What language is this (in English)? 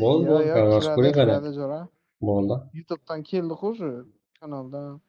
Kara-Kalpak